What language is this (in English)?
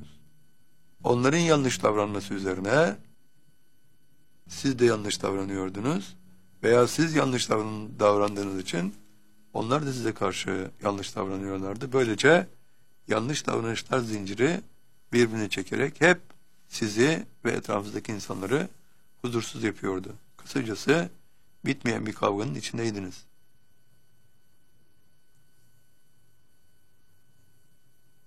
Turkish